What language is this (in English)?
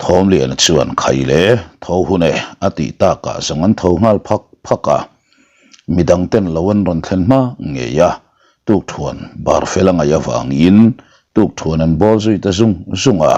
Mizo